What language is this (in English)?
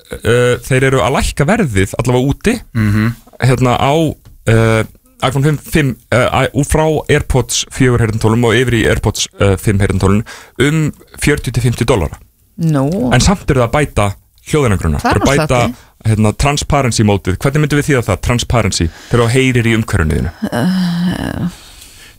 Icelandic